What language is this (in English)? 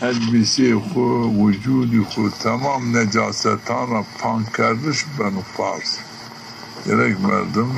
Zaza